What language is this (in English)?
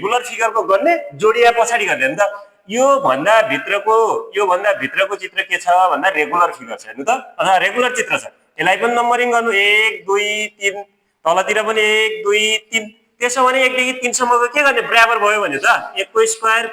Nepali